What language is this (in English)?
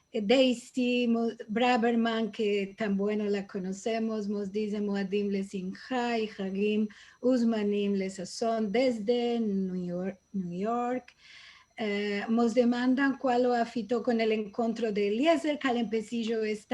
Ladino